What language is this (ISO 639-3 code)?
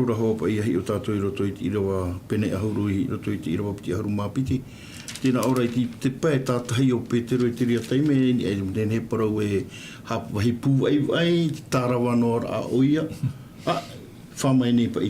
tah